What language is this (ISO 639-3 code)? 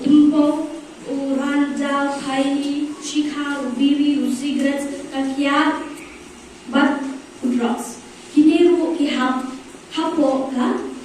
kha